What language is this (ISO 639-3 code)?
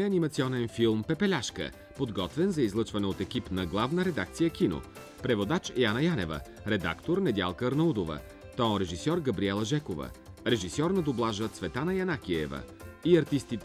bul